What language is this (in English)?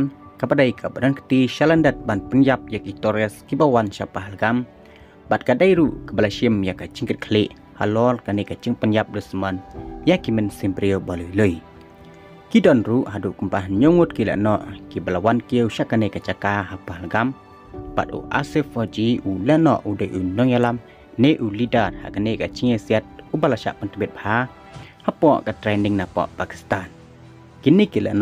Khasi